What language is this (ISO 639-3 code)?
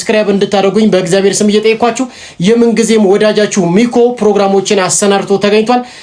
amh